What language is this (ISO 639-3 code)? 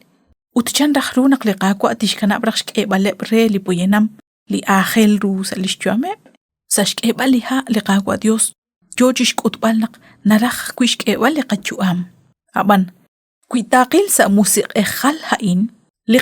kek